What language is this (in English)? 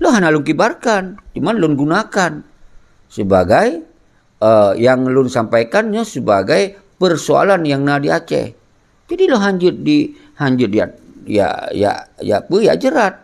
Achinese